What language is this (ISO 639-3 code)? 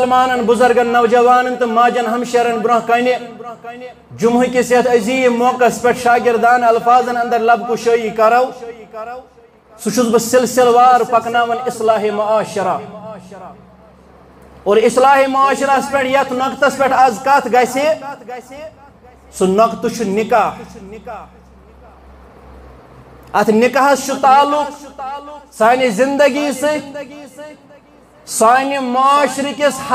kas